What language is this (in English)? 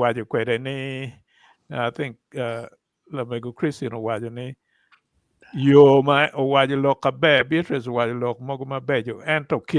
Acoli